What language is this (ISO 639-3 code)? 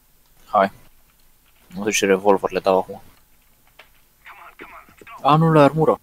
ron